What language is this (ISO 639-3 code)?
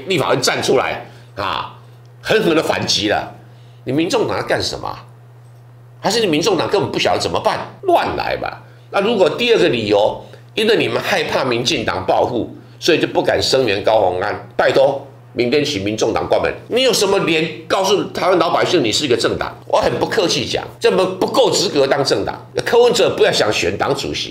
zho